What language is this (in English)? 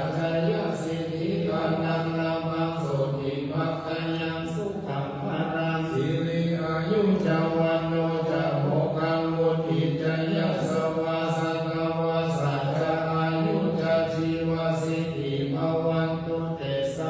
Pali